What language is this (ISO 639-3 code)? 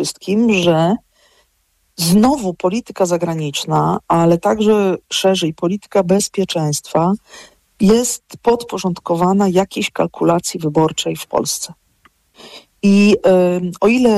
pol